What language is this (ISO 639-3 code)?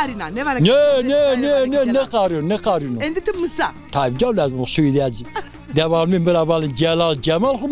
zza